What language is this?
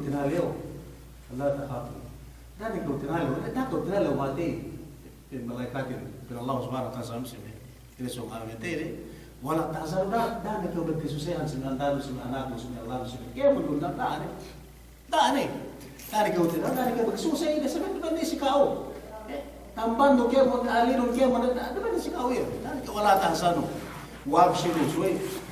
Yakan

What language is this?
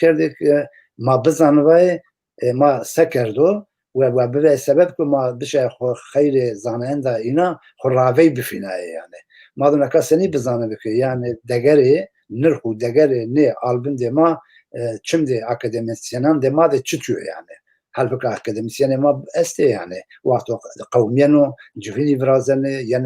Zaza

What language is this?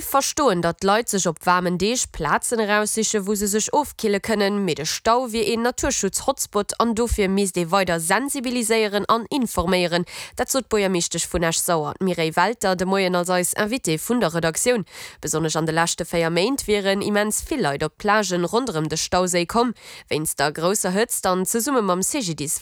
Luxembourgish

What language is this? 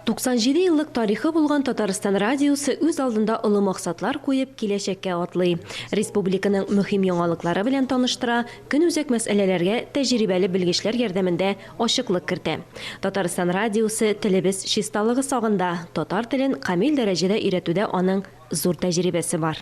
Tatar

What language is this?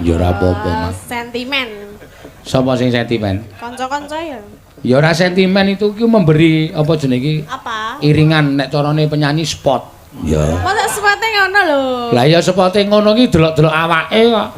Javanese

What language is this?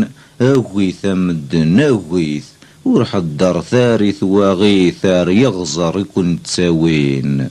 Kabyle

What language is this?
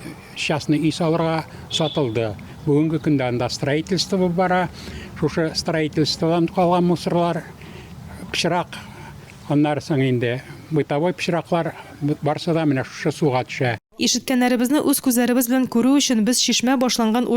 Tatar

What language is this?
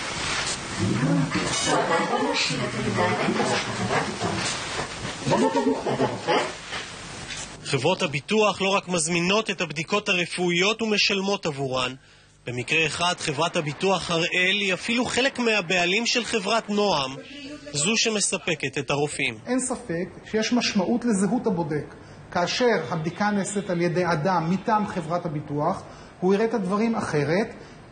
Hebrew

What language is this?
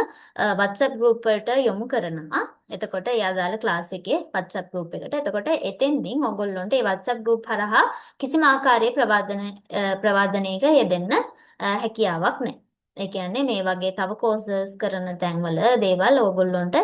Sinhala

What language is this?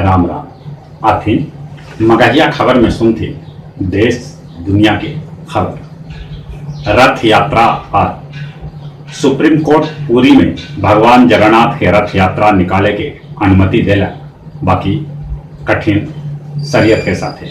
Magahi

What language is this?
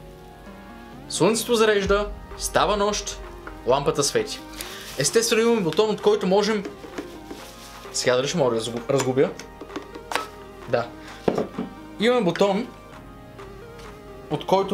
Bulgarian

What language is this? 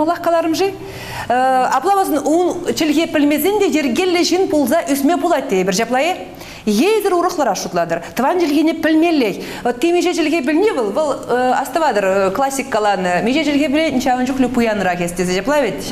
Chuvash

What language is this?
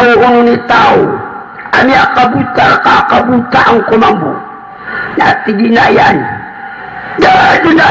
Maranao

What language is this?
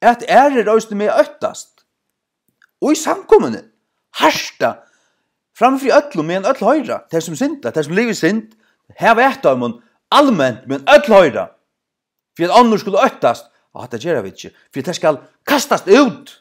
Faroese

